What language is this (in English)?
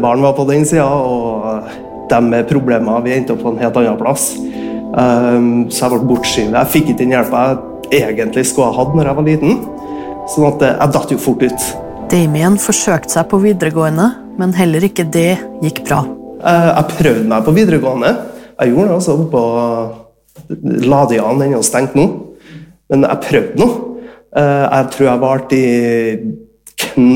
Norwegian